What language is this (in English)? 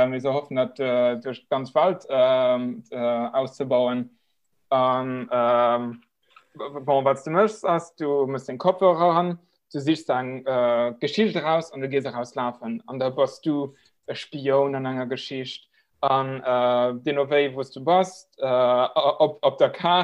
Luxembourgish